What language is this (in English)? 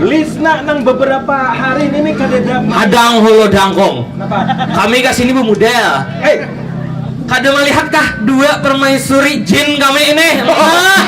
Banjar